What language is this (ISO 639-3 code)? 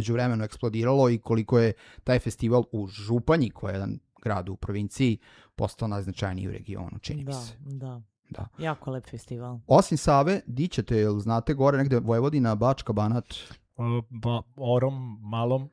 srp